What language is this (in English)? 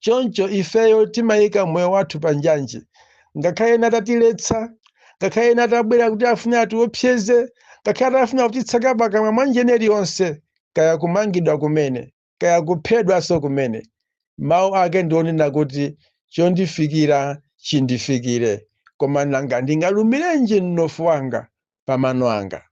Nyanja